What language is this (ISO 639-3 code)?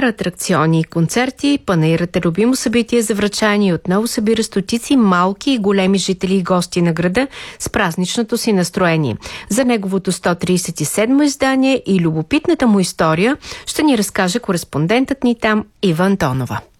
bul